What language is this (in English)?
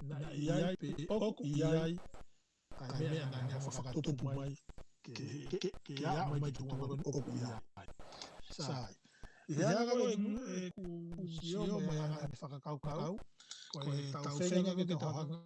Tongan